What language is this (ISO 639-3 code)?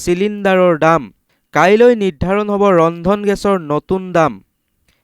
asm